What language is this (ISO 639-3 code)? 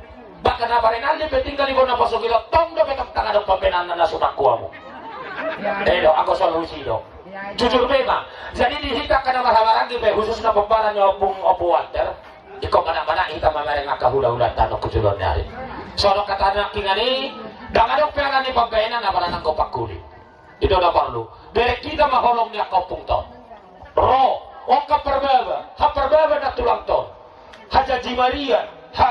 bbc